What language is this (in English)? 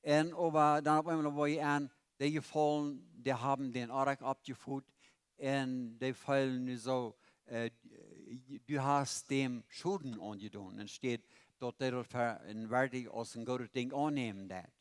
Plautdietsch